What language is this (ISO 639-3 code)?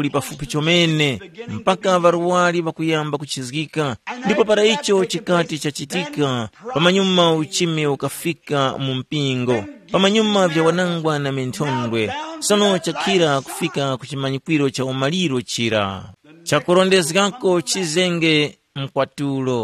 tum